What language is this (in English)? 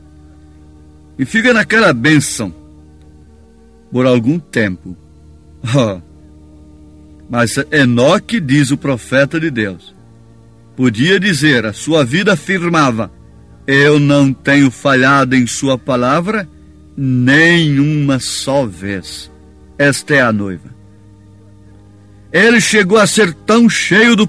Portuguese